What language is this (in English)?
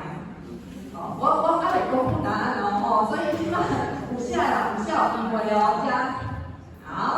Min Nan Chinese